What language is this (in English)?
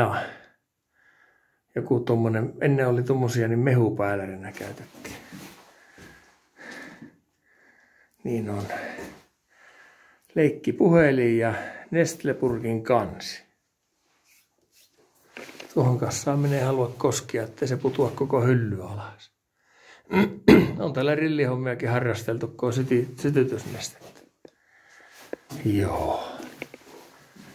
Finnish